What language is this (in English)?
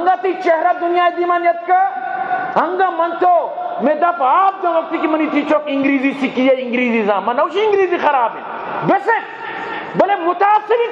Eastern Balochi